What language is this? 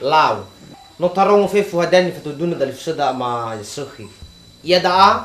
Nias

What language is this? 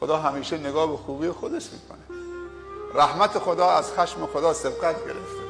Persian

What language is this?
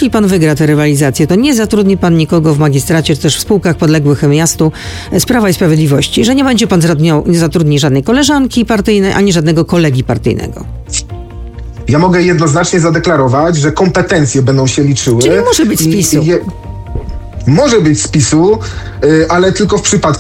Polish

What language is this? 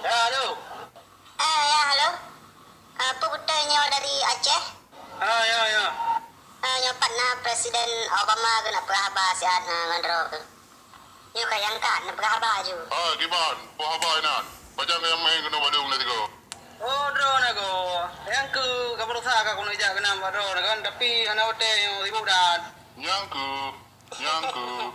Achinese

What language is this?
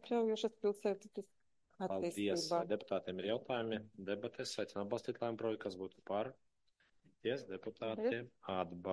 Latvian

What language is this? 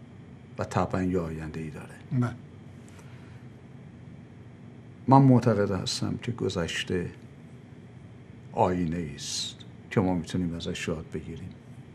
Persian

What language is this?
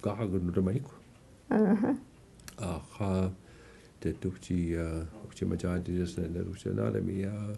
Mi'kmaw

